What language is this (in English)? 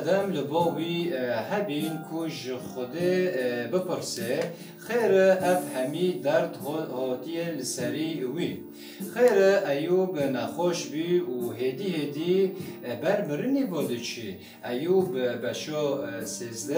Kurdish